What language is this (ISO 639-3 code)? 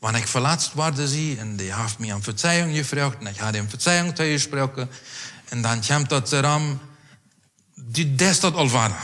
pdt